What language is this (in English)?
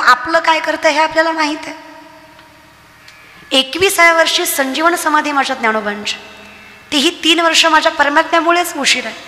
Marathi